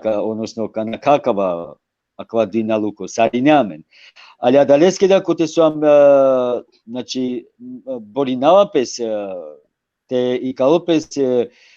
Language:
Balkan Romani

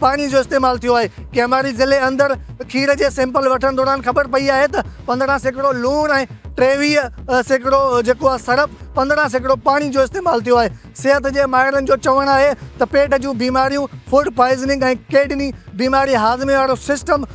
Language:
Sindhi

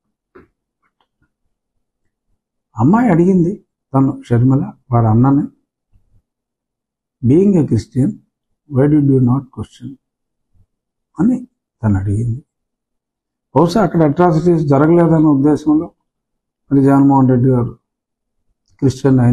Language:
Telugu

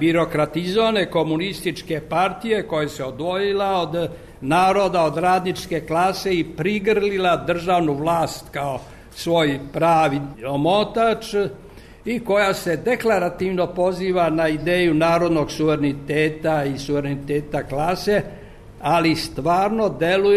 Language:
Serbian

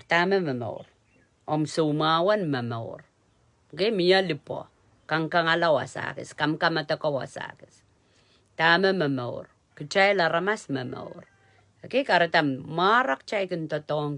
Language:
Pohnpeian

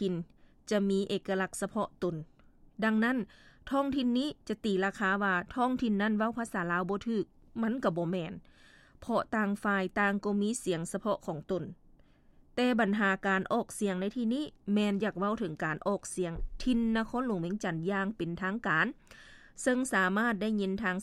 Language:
Lao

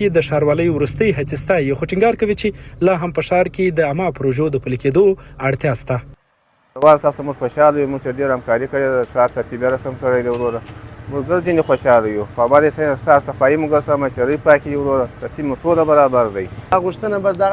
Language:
Pashto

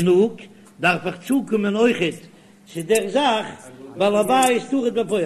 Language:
Yiddish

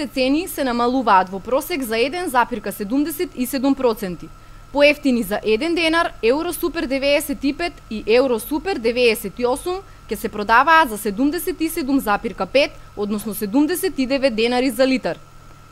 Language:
Macedonian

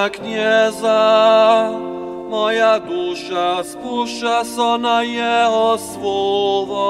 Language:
Upper Sorbian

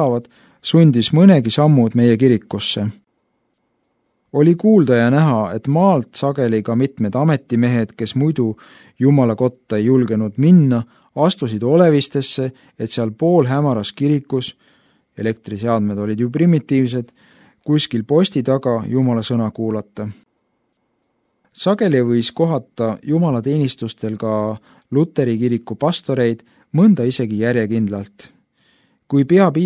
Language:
Estonian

